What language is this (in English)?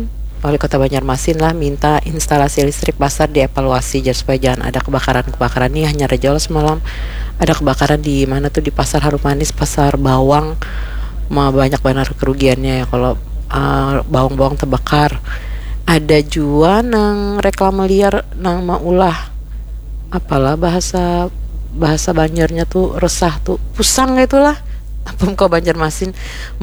Banjar